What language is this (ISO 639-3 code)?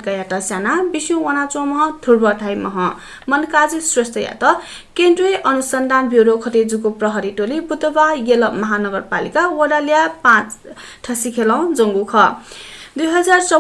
new